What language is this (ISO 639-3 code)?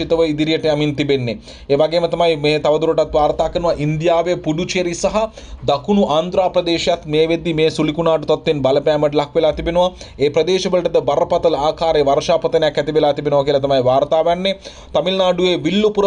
sin